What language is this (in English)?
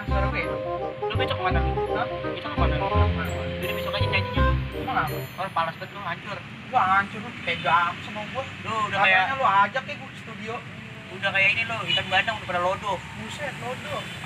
Betawi